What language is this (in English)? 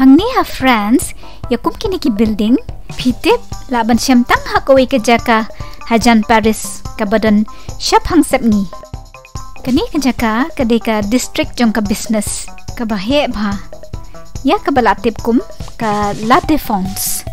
Khasi